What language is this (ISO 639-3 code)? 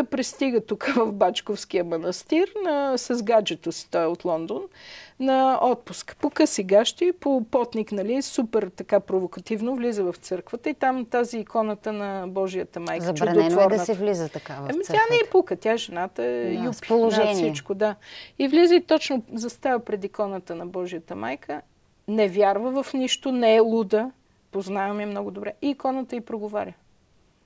bul